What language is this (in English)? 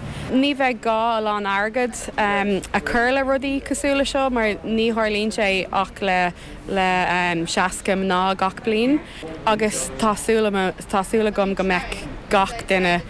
Irish